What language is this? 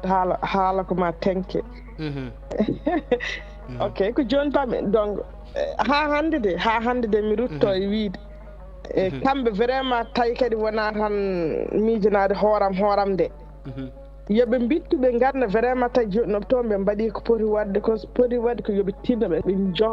Fula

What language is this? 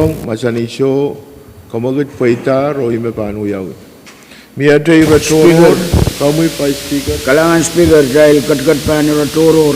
Pohnpeian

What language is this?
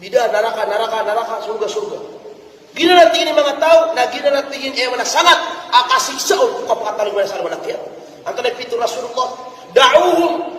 Maranao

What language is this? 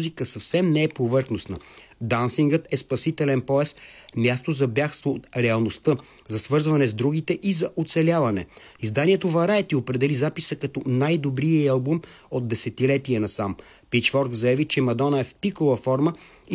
Bulgarian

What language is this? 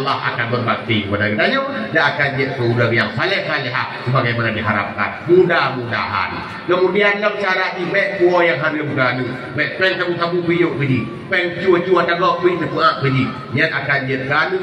Achinese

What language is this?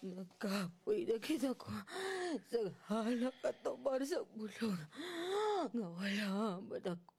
Hiligaynon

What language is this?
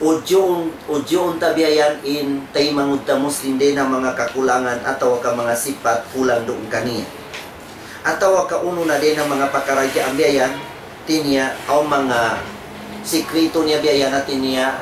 Tausug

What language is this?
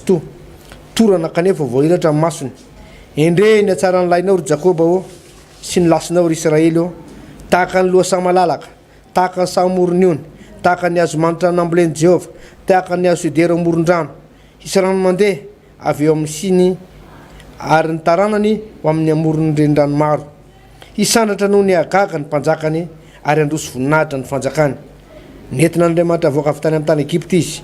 Malagasy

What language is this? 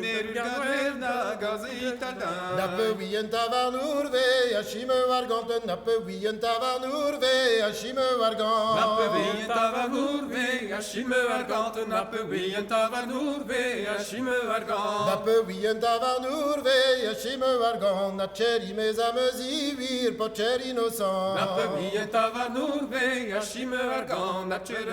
Breton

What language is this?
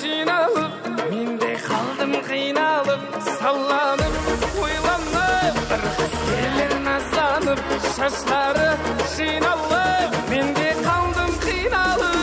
Kara-Kalpak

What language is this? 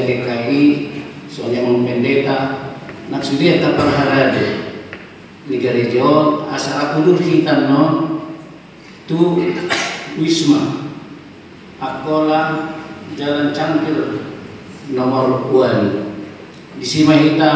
Batak Toba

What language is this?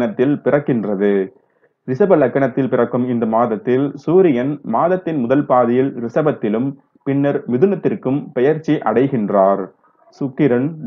Tamil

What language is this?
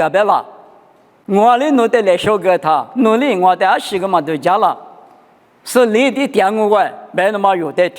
Lisu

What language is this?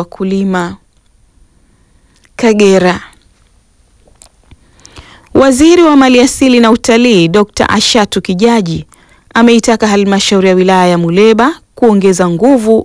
Swahili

